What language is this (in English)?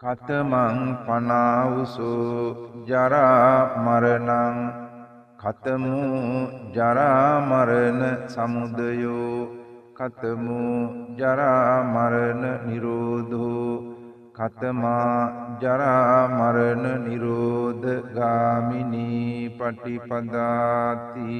Sinhala